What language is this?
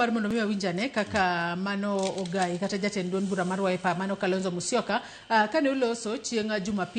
Luo (Kenya and Tanzania)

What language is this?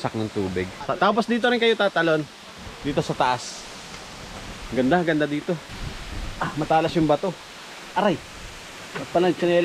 Filipino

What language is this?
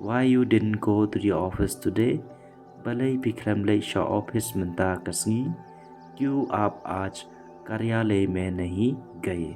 Khasi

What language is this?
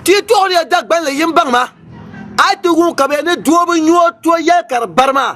Dagbani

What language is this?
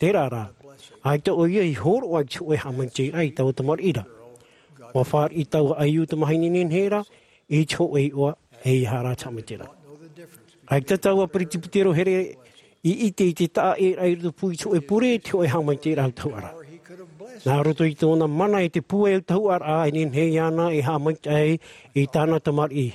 Tahitian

